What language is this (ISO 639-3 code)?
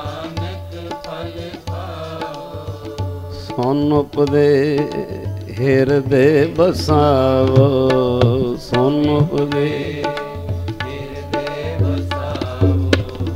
pan